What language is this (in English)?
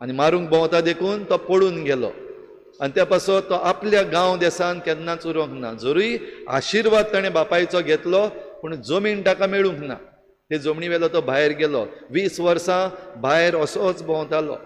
Konkani